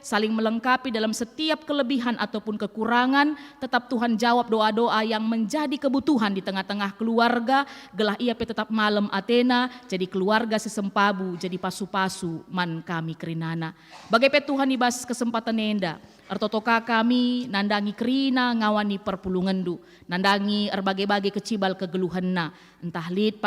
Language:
Batak Karo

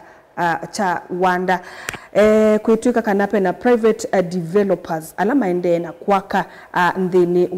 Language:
Kamba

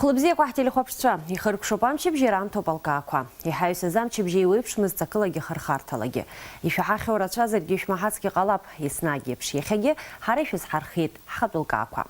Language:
Abkhazian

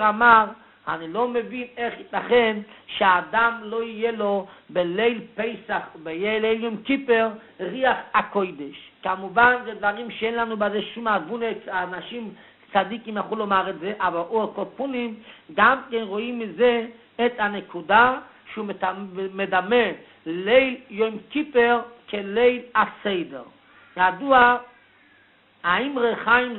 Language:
Hebrew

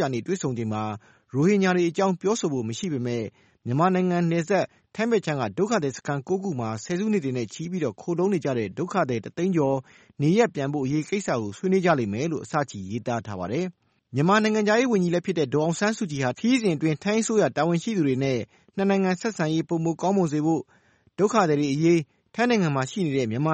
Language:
Burmese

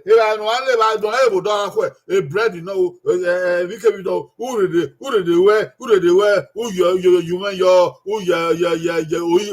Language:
Bini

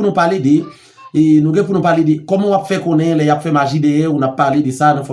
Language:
Haitian Creole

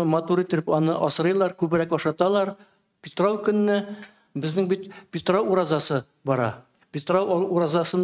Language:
Tatar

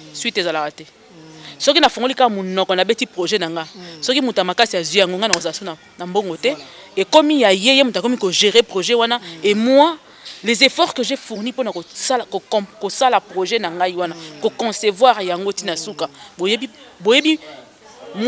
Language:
Lingala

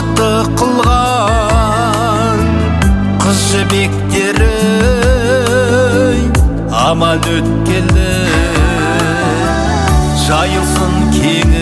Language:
Kazakh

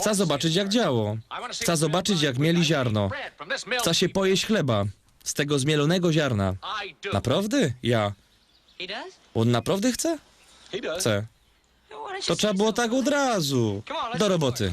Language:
Silesian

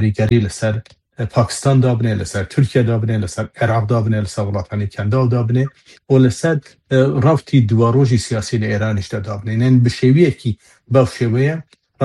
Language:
Kurdish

